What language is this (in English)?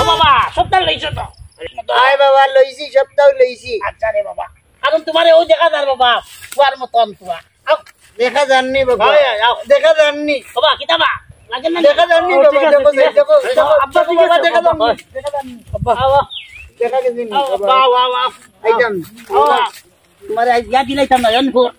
Sylheti